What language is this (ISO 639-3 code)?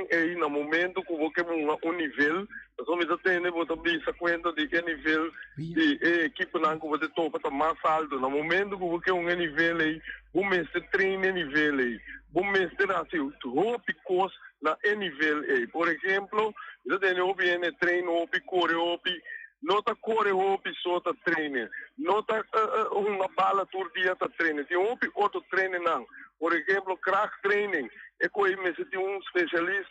pap